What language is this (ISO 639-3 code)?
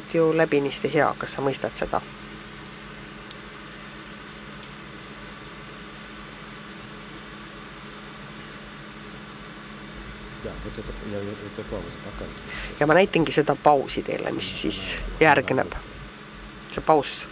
est